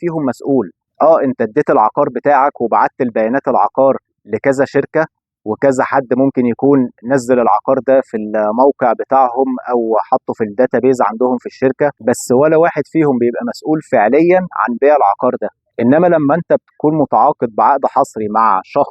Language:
Egyptian Arabic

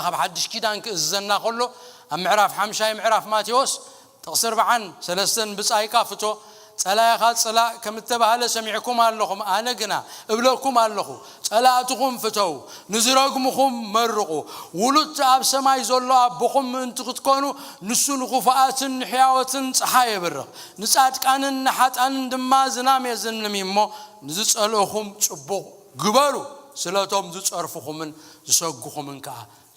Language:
Tigrinya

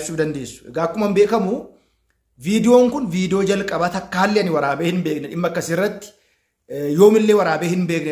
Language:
Oromo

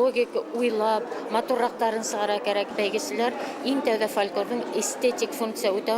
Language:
Bashkir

